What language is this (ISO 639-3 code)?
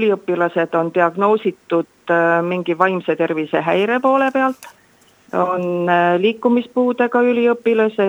est